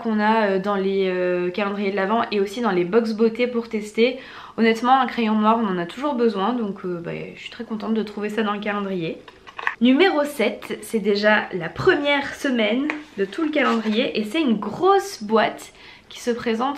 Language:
French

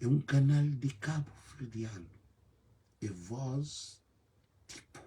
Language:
Kabuverdianu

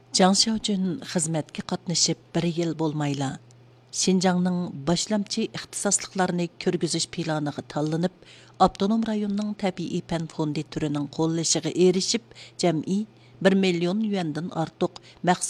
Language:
Uyghur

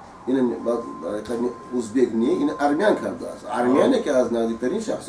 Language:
Tajik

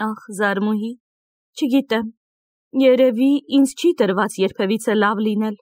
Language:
Armenian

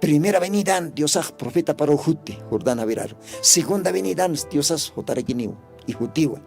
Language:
Aymara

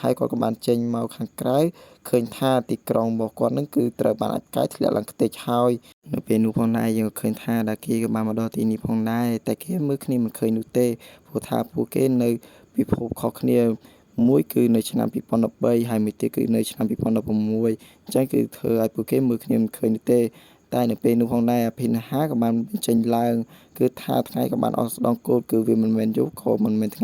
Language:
Khmer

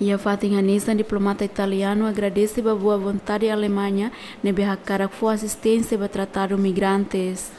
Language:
Tetum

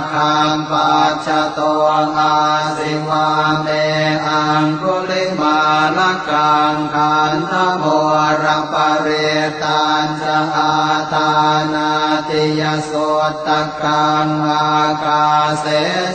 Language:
Pali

